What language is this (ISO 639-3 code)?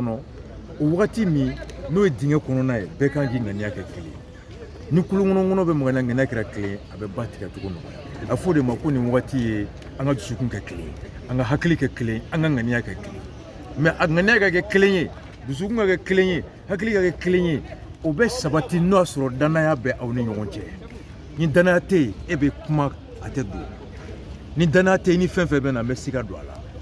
bam